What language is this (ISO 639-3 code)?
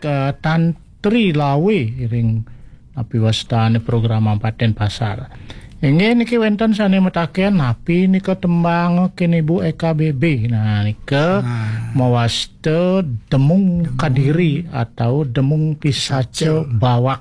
ban